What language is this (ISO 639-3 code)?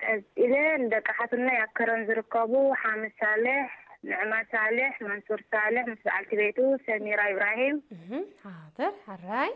tir